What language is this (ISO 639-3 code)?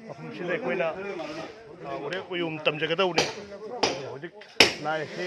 mni